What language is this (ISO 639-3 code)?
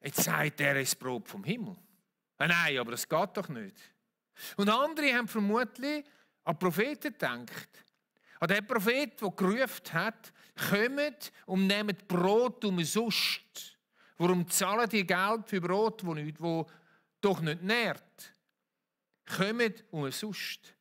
gsw